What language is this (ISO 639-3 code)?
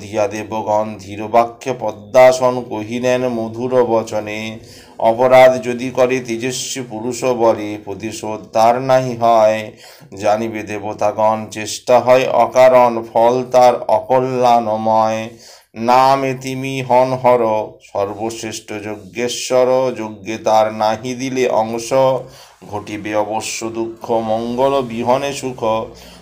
ben